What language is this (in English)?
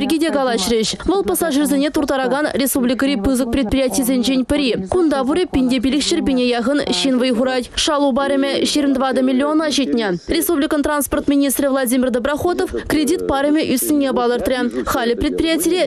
Chuvash